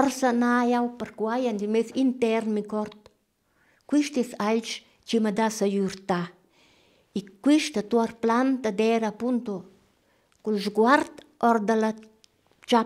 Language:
Romansh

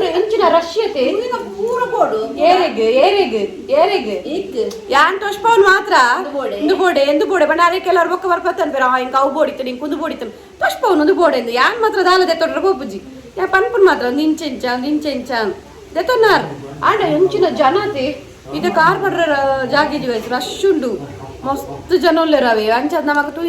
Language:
Tulu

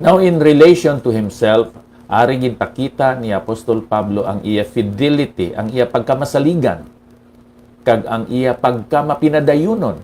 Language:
Hiligaynon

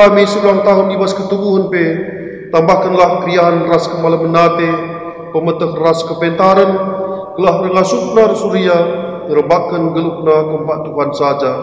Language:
Batak Karo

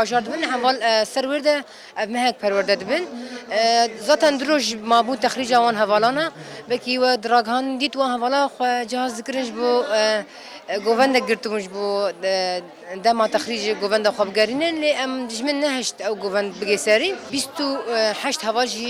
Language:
Kurdish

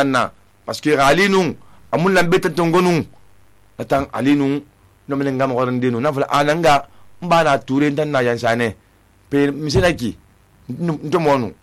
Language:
Susu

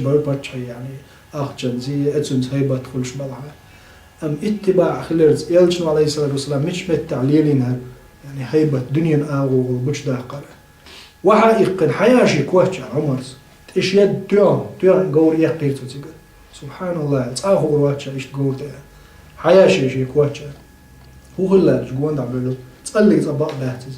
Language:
Chechen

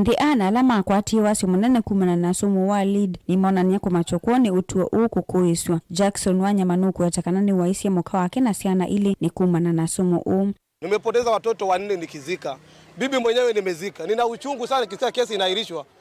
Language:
Kamba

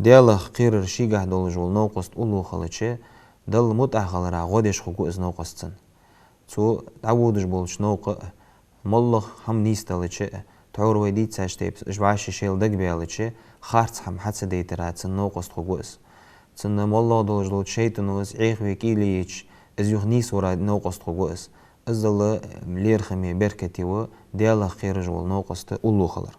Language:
Ingush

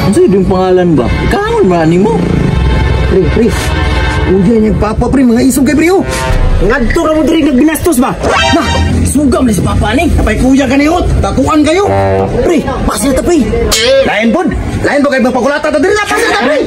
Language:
Cebuano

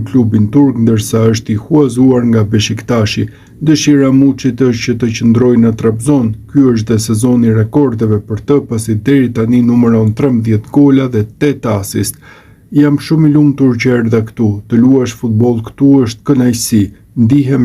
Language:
Albanian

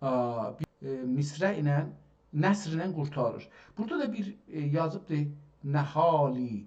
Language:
South Azerbaijani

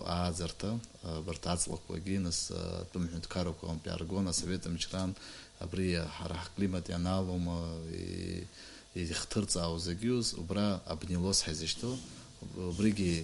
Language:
Abkhazian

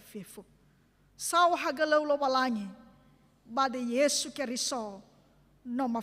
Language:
Nias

